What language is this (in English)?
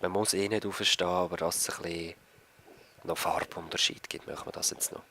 Swiss German